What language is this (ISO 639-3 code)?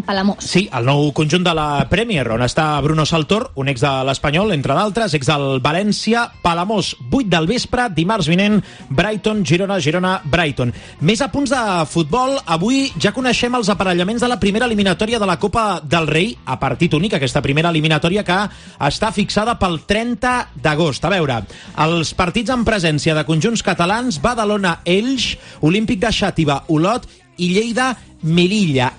cat